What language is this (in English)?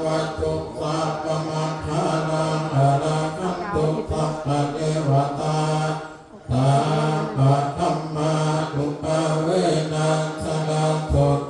Pali